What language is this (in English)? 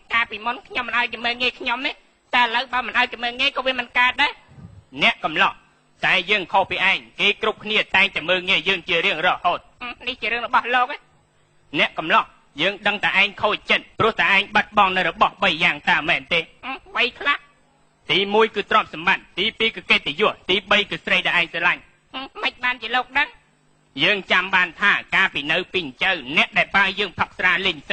Khmer